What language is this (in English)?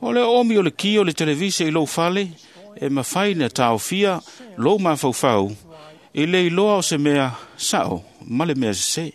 Samoan